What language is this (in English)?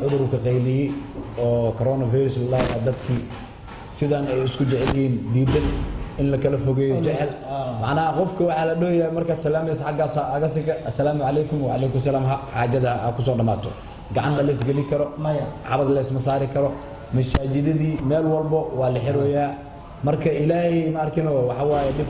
Somali